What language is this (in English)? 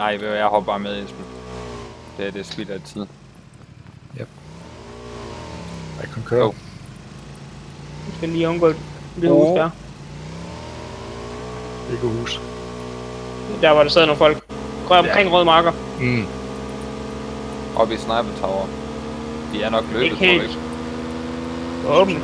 Danish